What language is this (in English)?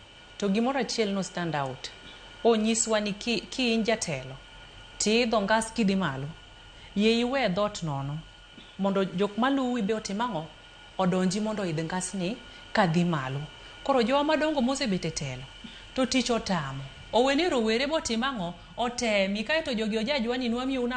Luo (Kenya and Tanzania)